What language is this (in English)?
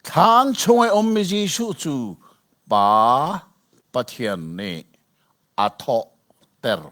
Hakha Chin